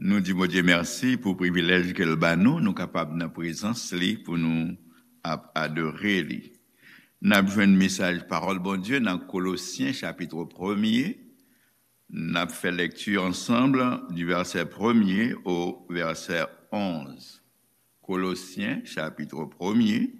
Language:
Haitian Creole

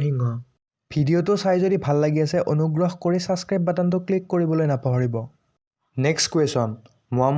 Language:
Assamese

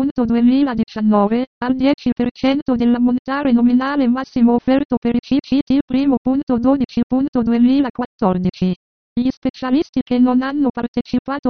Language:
Italian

